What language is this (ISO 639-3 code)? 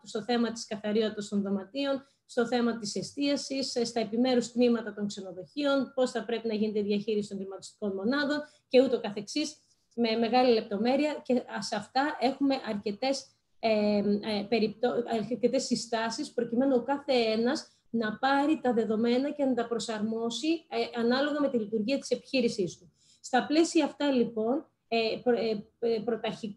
ell